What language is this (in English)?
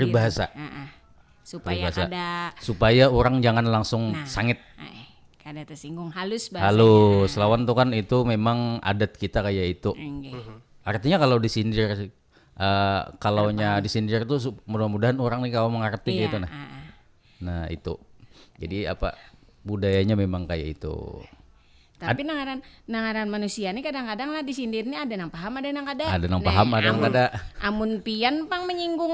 Banjar